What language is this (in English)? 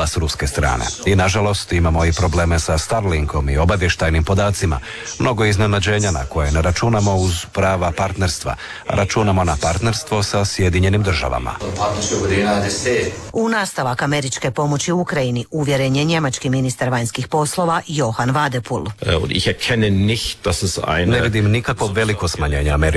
Croatian